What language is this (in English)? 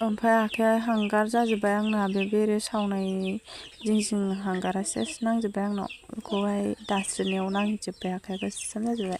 Bodo